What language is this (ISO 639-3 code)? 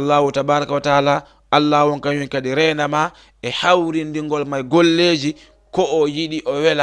ful